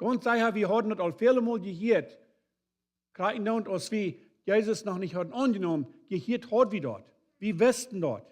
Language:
Plautdietsch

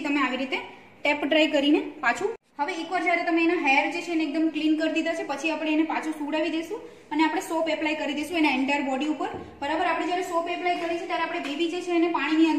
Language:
Gujarati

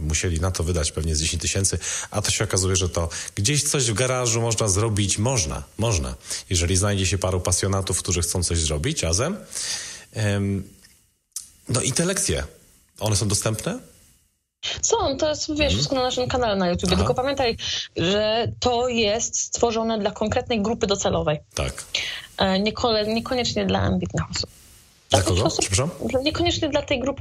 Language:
Polish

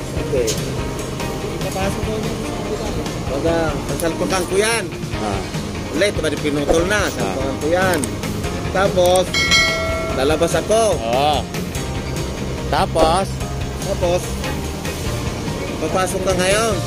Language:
Filipino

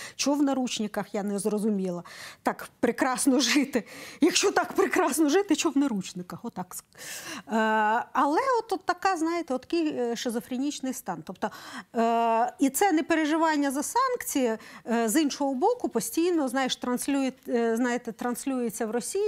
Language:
Ukrainian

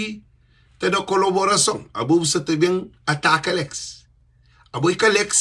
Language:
Kabuverdianu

